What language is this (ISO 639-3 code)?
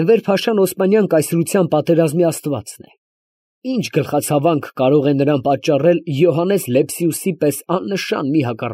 hye